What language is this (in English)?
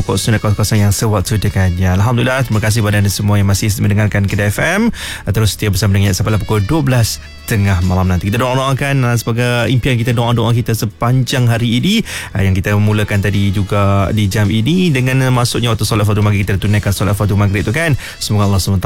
Malay